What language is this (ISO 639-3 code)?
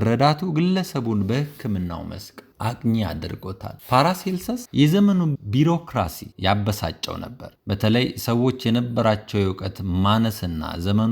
amh